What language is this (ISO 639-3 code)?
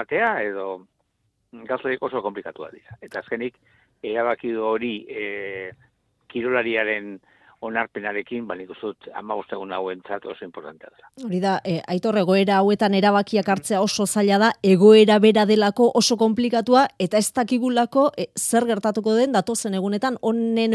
eus